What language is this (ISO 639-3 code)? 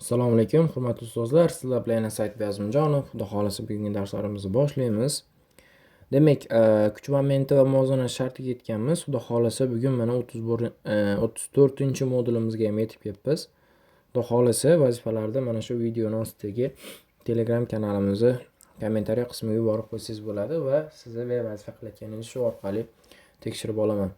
uzb